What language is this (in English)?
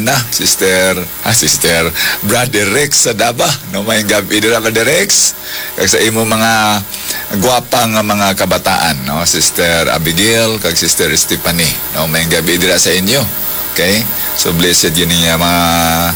Hiligaynon